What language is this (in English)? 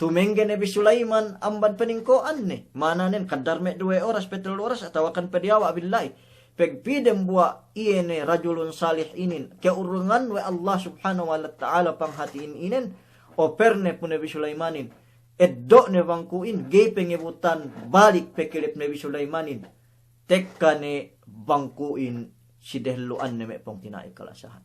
Yakan